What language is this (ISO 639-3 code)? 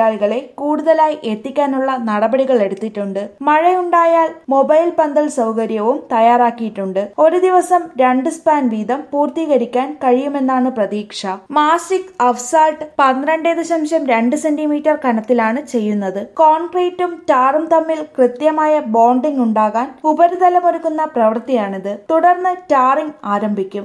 mal